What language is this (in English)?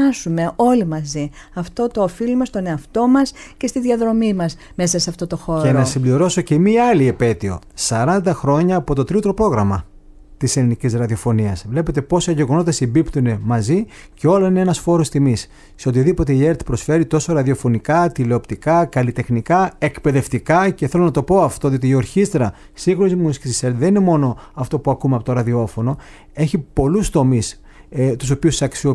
Greek